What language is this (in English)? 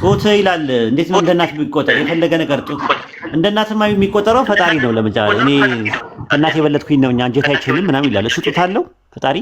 Amharic